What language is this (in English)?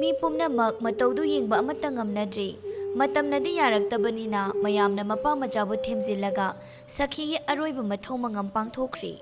Manipuri